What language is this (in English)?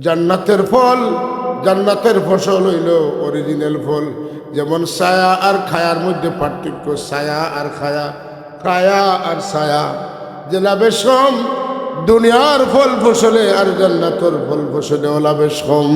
Sylheti